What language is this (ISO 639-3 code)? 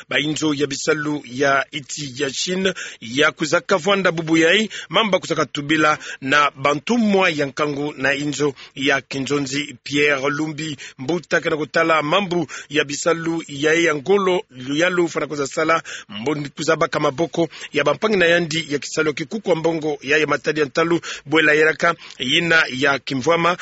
ktu